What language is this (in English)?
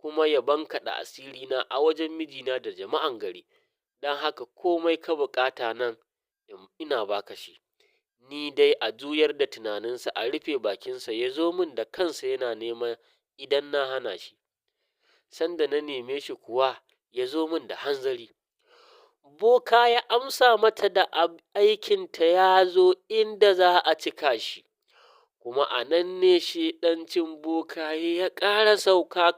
Hausa